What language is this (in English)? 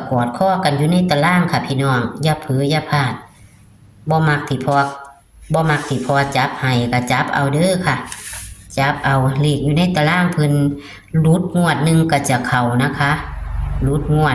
Northeastern Thai